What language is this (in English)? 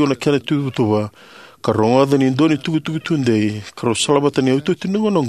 Fijian